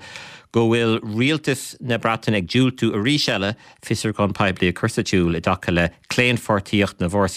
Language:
Irish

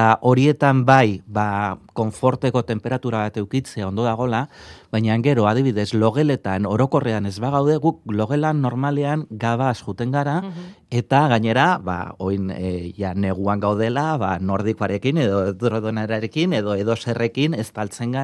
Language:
Basque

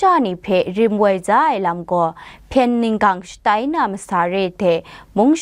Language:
Kachin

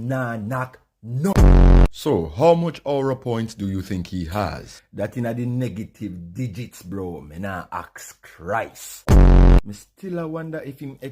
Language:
Jamaican Creole English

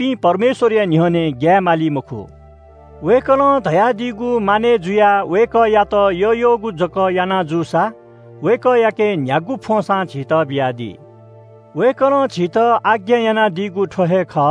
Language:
Newari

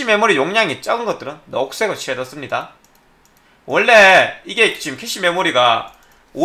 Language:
Korean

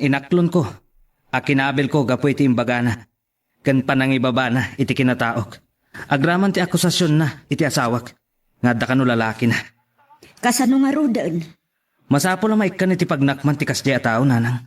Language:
Iloko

